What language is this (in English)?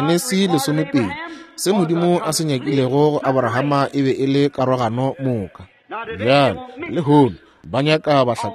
Northern Sotho